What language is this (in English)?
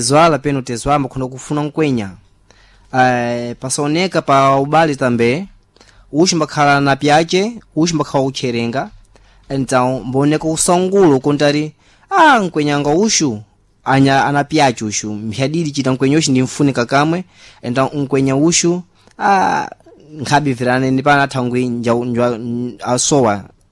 Sena